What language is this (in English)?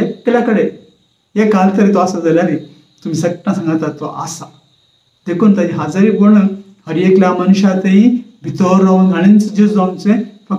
Konkani